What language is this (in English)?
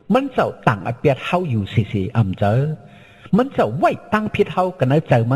Shan